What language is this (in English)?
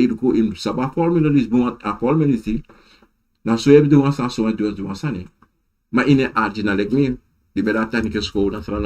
Sranan Tongo